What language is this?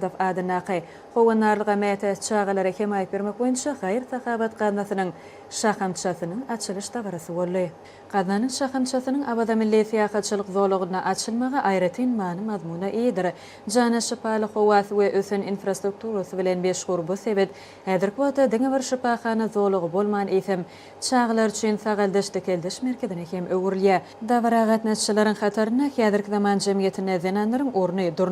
Turkmen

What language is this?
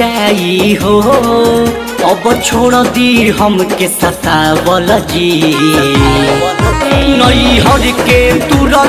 Bhojpuri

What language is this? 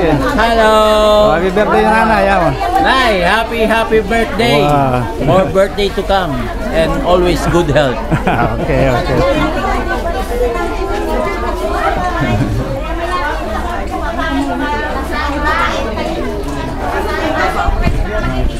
Filipino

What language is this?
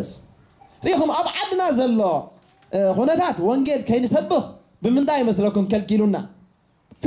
Tigrinya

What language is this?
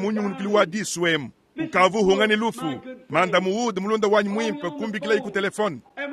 Luba-Lulua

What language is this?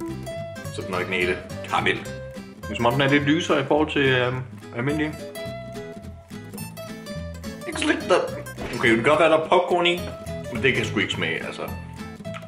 Danish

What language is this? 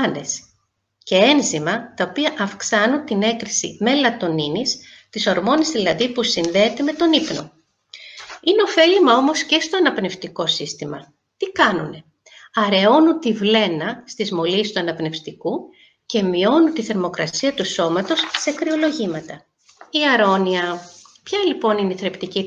Greek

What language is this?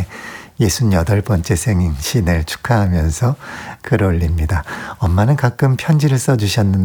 Korean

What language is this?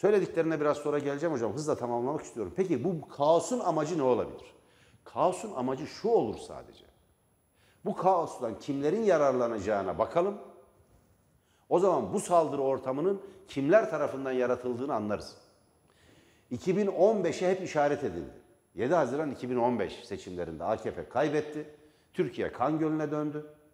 Turkish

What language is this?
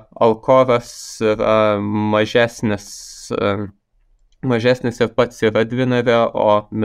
Lithuanian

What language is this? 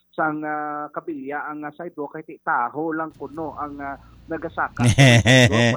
Hiligaynon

